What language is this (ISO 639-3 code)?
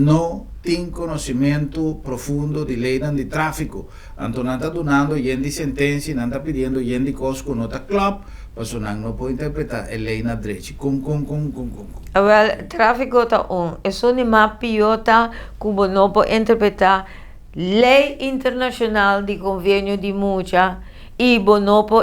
pap